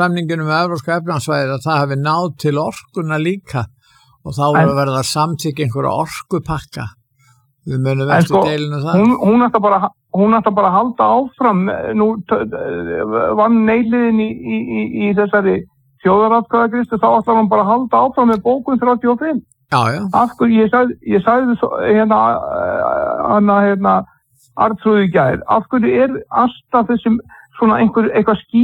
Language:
Icelandic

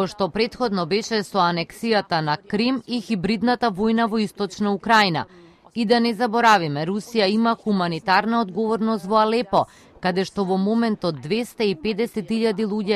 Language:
Macedonian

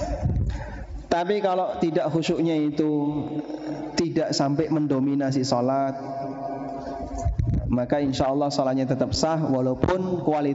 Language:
Indonesian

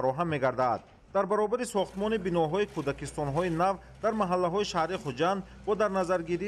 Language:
Tajik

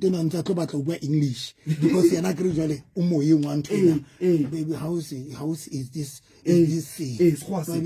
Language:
Southern Sotho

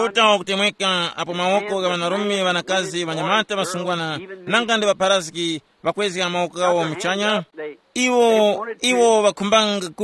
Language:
Tumbuka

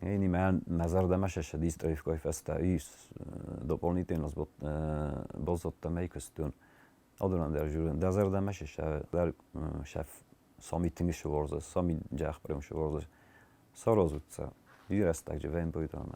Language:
Ossetic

